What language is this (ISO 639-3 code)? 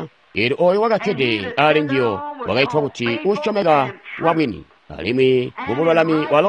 toi